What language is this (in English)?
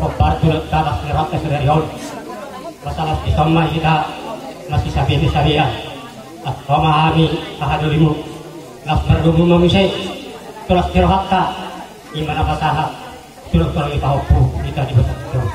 Batak Toba